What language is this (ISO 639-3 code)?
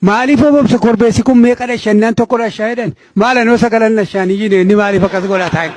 orm